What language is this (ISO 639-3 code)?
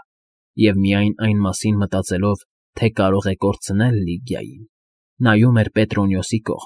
hye